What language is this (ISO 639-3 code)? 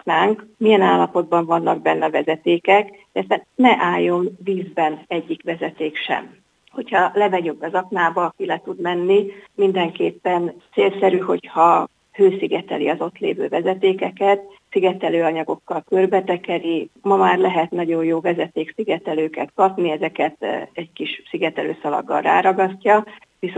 hun